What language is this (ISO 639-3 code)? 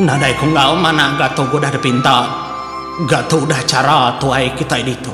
iba